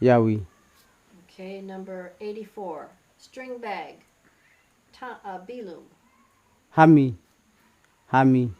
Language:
Kamasau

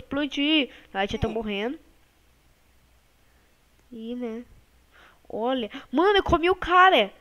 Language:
Portuguese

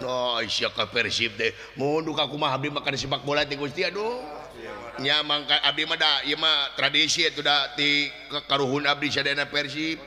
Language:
Sundanese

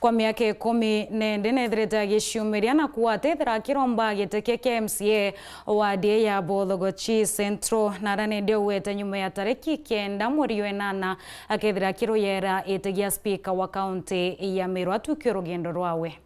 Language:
Meru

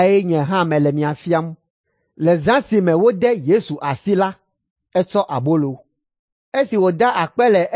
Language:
Ewe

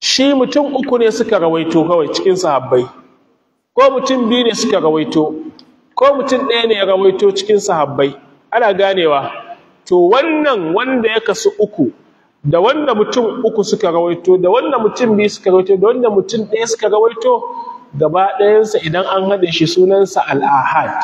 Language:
Hausa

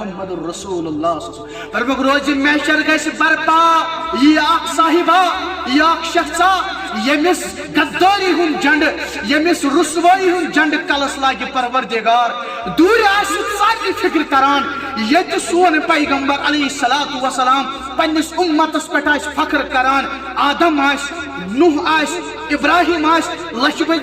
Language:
Kashmiri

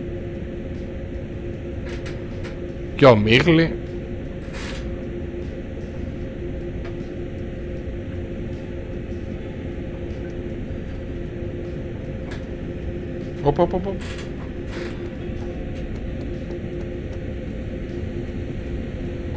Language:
Greek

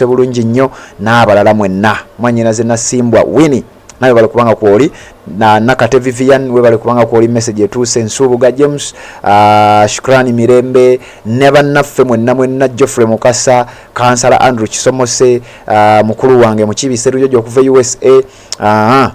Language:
Ganda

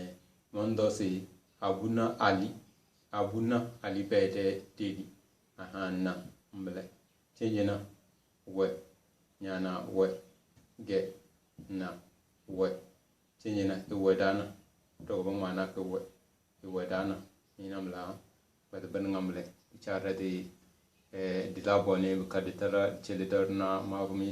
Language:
Tem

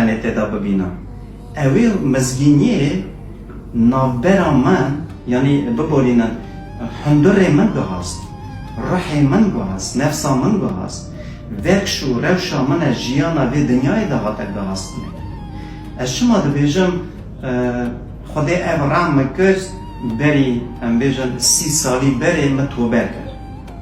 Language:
Kurdish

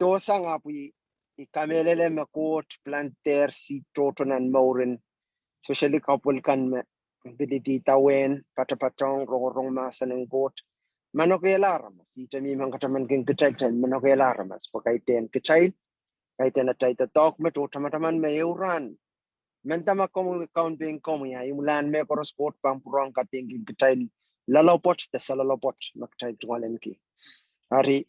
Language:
Pohnpeian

